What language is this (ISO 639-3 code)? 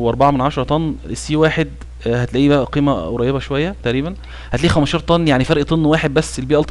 arz